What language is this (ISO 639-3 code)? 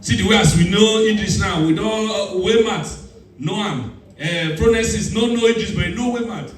pcm